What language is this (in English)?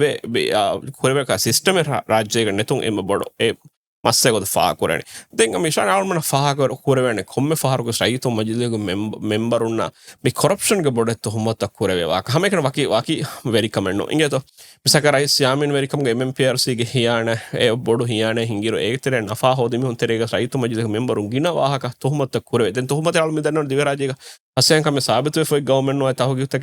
Divehi